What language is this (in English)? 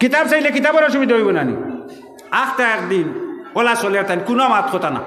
Sylheti